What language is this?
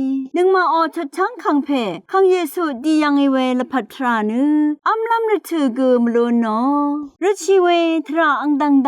Rawang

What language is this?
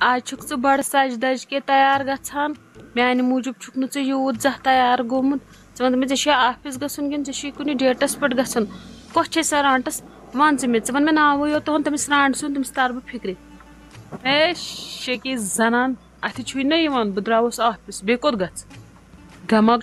Kashmiri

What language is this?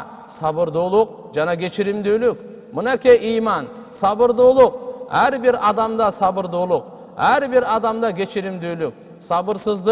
Kyrgyz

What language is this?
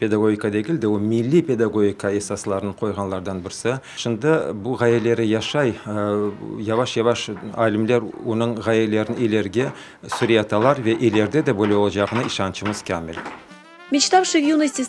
Crimean Tatar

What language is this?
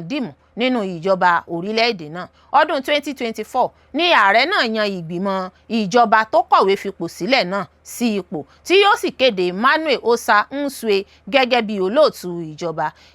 Yoruba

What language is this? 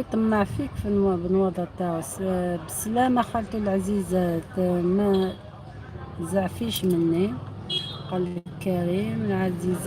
Algerian Arabic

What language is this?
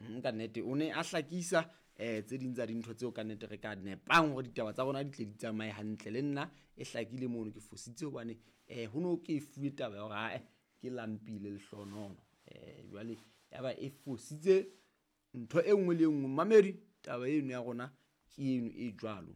Southern Sotho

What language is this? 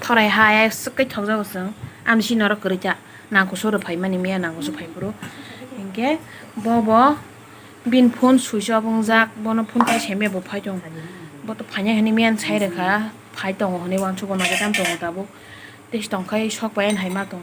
Kok Borok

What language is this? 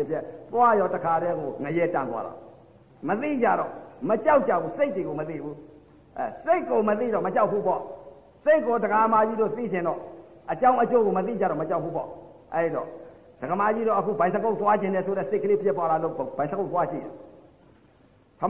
Burmese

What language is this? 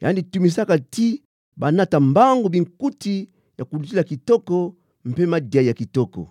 Kituba (Democratic Republic of Congo)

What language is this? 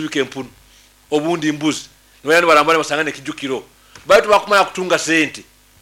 Nyankole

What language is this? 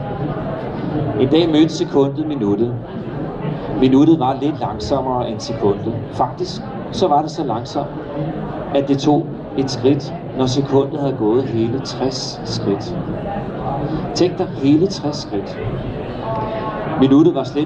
Danish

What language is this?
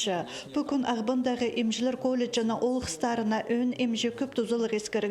Khakas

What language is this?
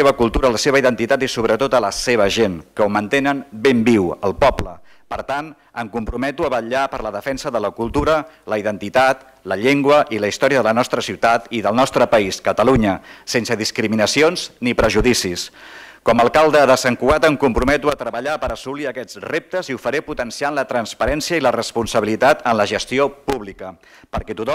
Catalan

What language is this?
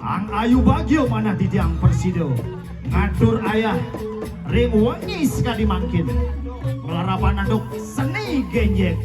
Balinese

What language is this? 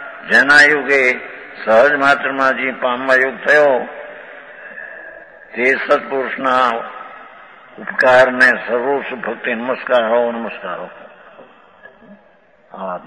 Gujarati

